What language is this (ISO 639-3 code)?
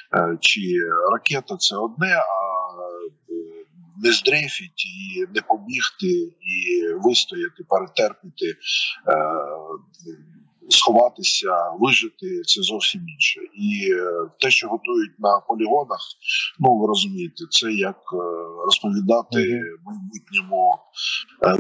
ukr